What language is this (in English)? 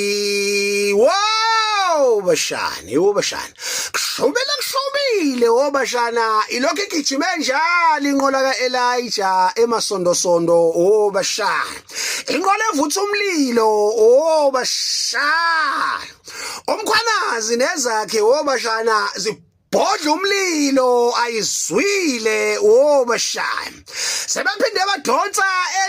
Zulu